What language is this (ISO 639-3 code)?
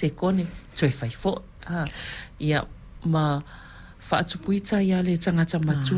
smo